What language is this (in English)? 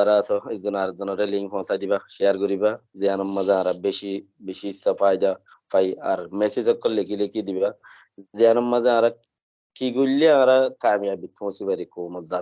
Rohingya